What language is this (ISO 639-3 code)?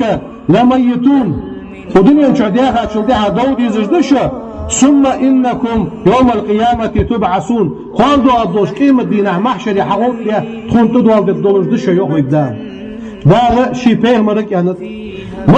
inh